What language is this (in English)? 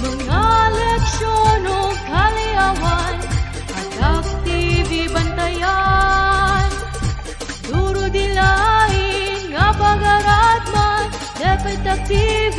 Waray